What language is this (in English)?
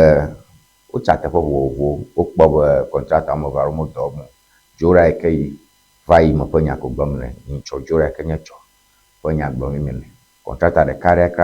Ewe